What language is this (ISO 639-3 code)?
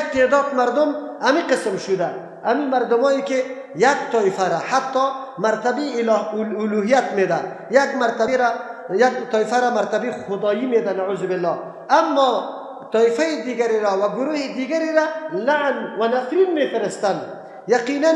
fas